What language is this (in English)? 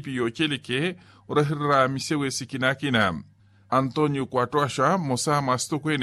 Makhuwa